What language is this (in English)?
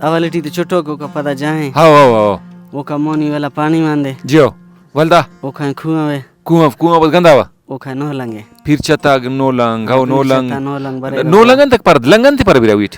Brahui